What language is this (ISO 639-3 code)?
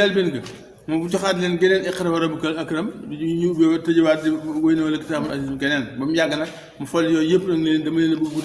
wol